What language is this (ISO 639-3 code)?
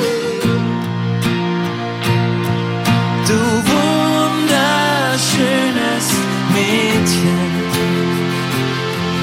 deu